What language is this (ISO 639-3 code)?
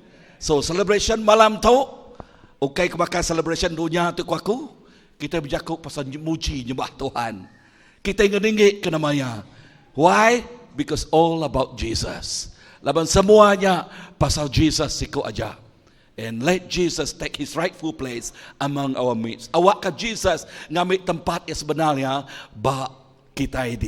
iba